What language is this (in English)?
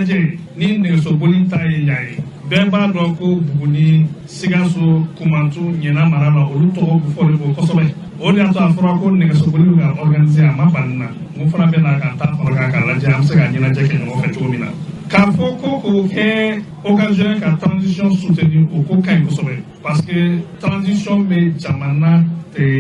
Bambara